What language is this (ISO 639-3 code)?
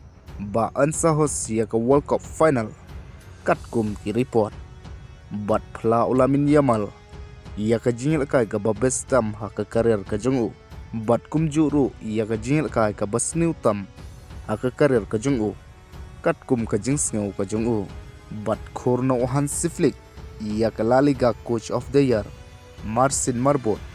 kha